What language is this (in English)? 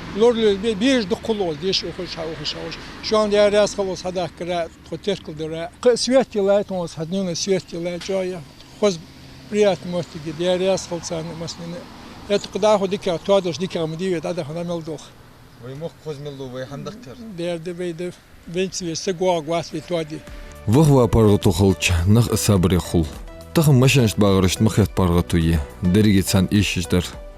Ingush